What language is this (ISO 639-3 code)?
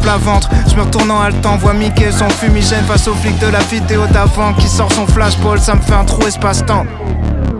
fra